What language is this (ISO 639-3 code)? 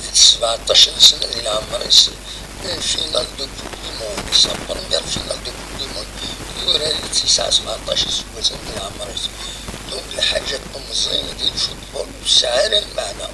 kab